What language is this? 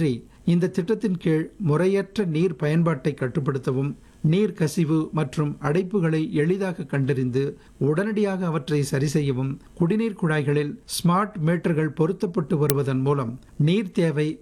Tamil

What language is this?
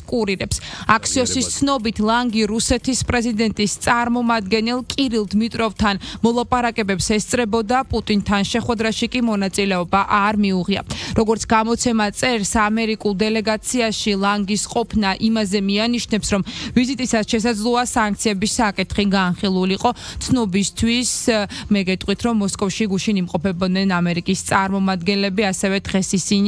Georgian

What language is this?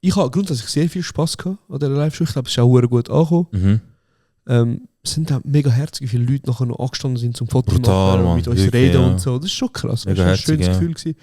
Swiss German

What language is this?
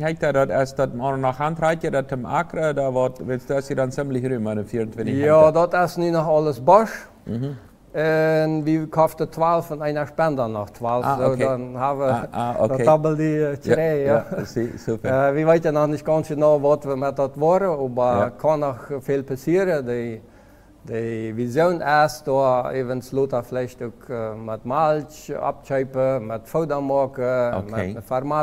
Plautdietsch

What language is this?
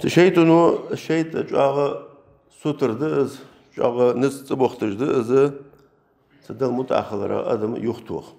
Ingush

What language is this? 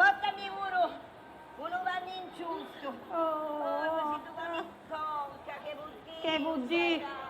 Sardinian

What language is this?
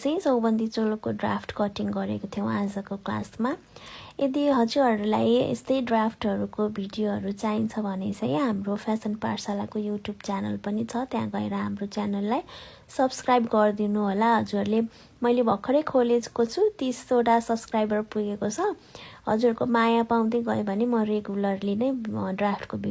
Nepali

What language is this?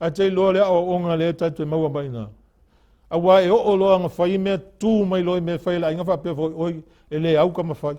Samoan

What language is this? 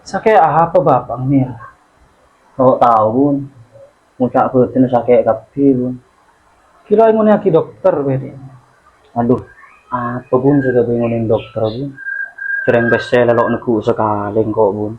Madurese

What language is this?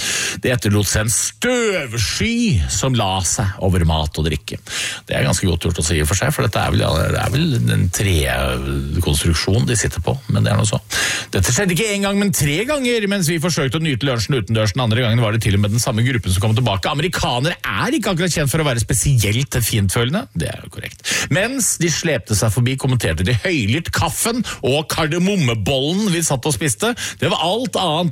Norwegian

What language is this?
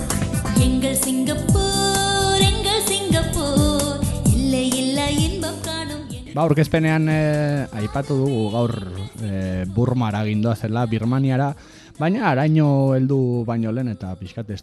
Basque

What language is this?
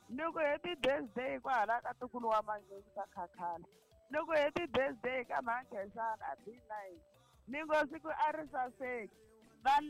Tsonga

